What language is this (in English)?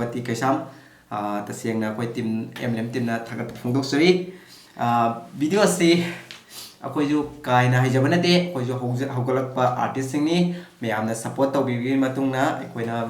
Manipuri